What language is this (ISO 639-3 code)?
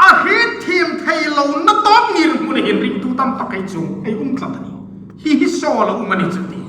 hmr